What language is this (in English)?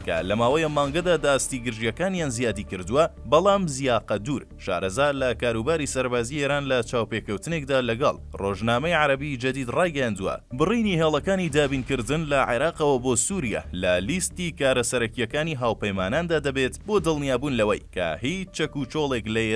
Central Kurdish